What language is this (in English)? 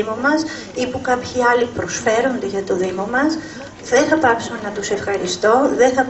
Greek